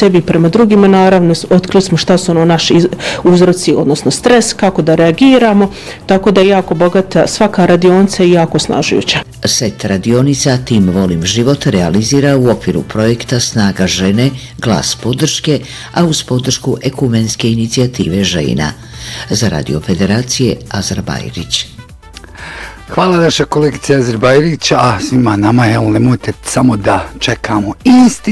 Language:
Bosnian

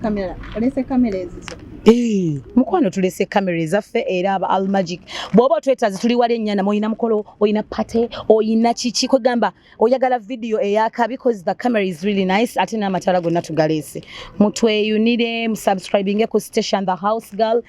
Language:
Ganda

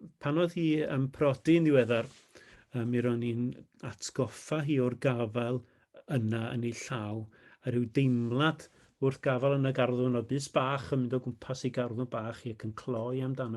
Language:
Welsh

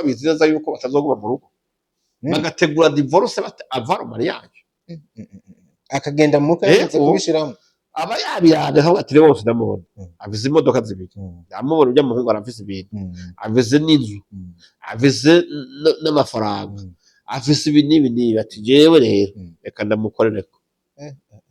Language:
Rundi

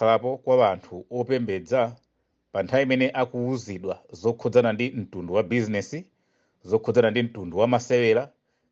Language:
Nyanja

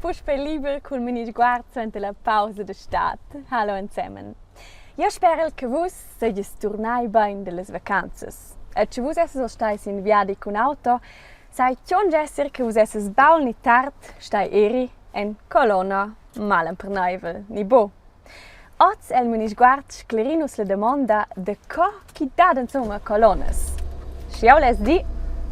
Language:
Romansh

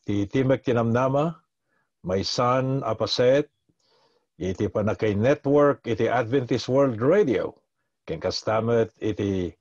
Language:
Iloko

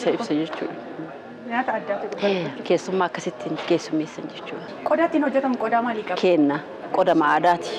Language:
Oromo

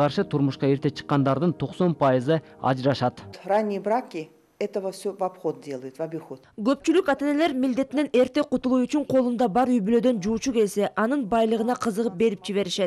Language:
Kyrgyz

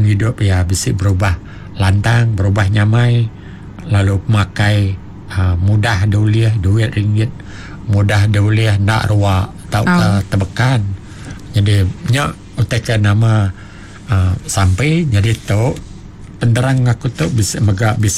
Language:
Iban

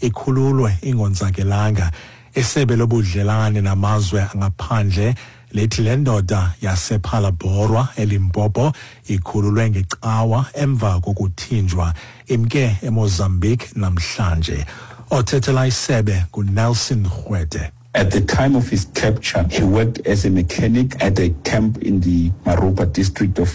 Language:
Xhosa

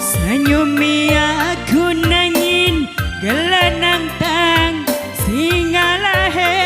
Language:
Batak Karo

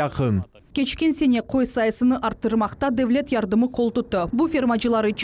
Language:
Crimean Tatar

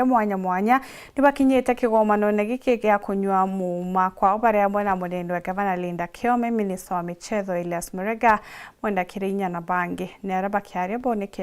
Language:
Meru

